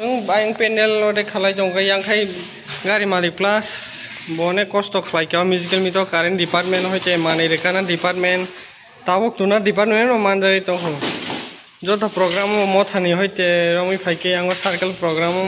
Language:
Kok Borok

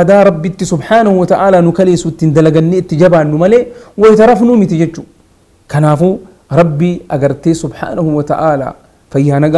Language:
Oromo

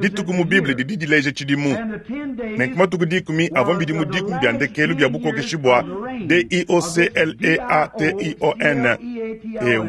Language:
Luba-Lulua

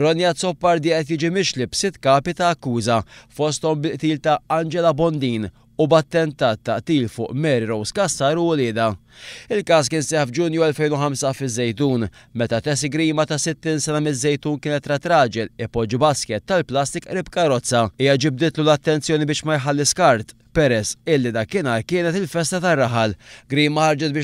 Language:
Maltese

